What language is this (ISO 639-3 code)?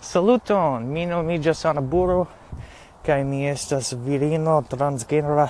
epo